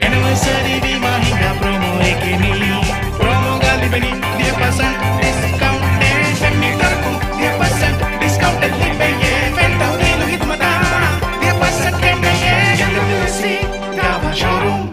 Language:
Divehi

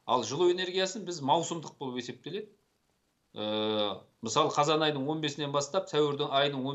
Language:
Kazakh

